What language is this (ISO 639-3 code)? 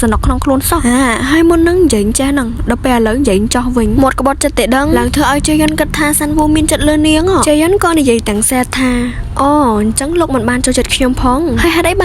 khm